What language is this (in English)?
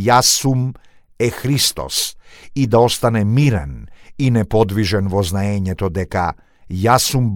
Macedonian